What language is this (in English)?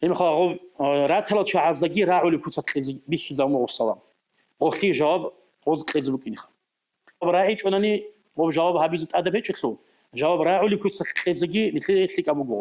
Avaric